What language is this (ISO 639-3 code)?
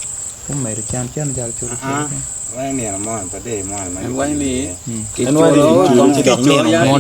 ach